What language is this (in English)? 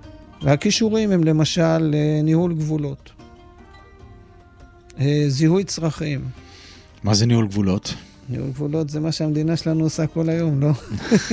Hebrew